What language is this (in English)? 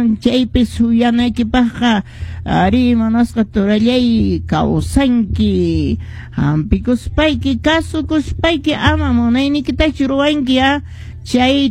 Quechua